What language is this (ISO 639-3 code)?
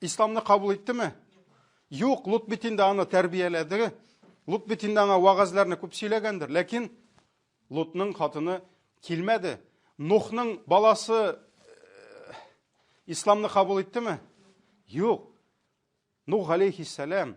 tat